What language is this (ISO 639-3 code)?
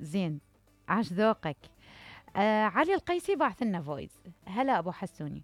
acm